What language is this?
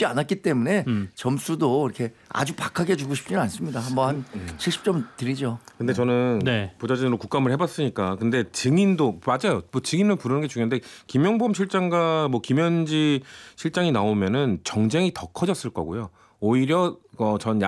Korean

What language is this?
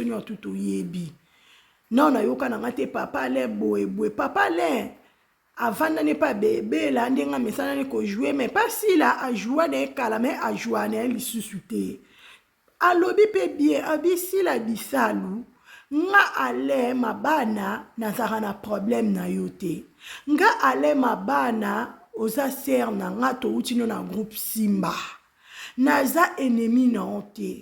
Lingala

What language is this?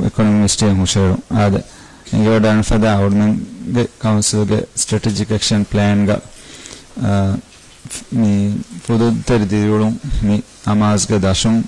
Divehi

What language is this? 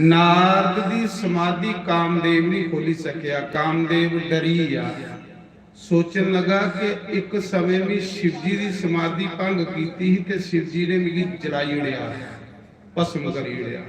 Dogri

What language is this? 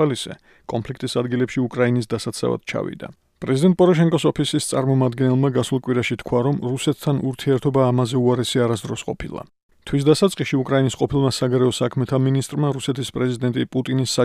Georgian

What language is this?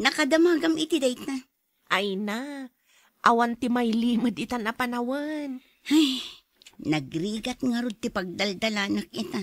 Iloko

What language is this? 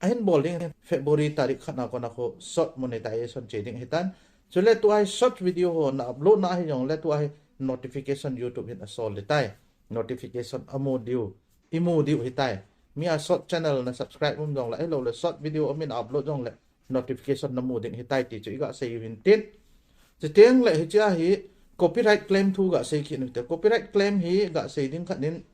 Thado Chin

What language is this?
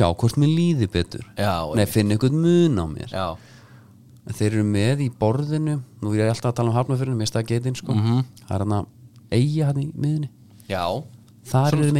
Icelandic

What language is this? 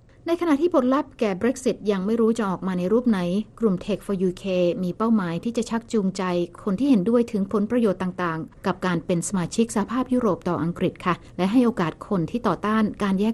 Thai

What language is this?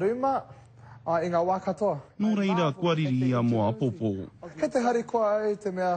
Māori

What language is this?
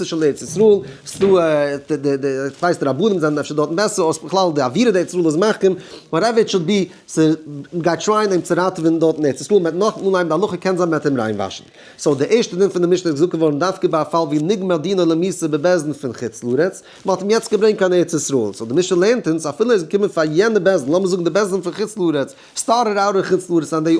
Yiddish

